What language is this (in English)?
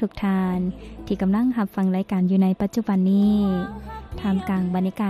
Lao